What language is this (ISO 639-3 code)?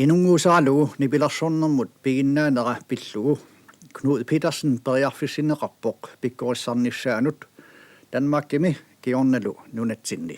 kal